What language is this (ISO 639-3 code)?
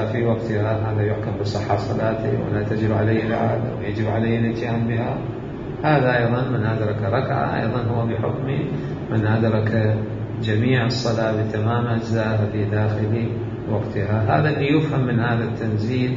acm